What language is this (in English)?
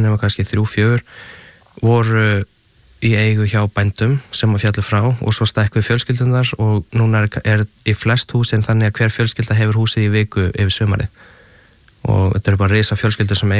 Icelandic